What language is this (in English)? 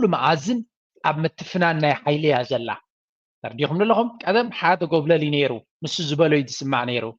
Tigrinya